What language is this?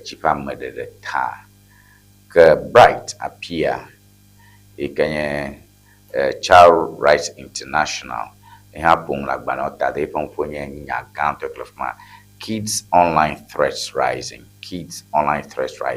Ewe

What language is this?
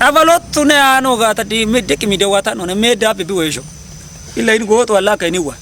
Kafa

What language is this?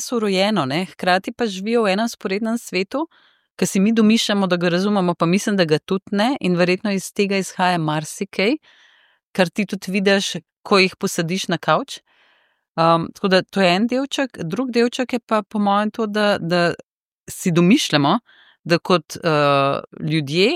Slovenian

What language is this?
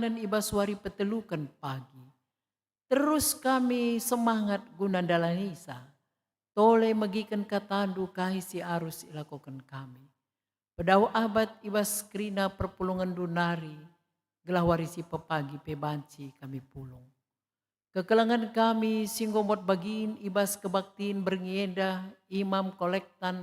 Batak Karo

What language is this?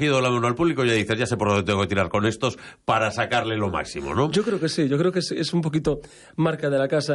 Spanish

